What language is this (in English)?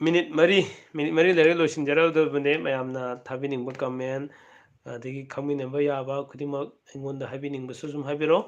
Manipuri